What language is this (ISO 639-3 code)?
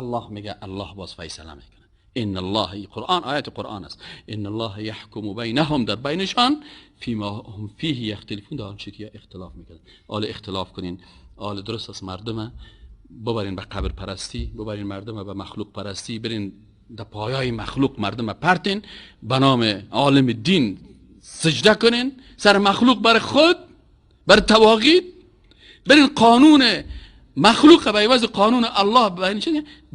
fas